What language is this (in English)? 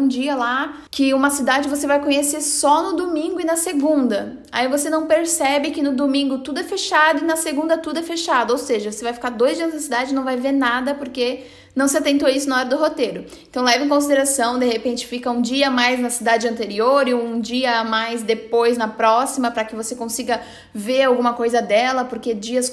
Portuguese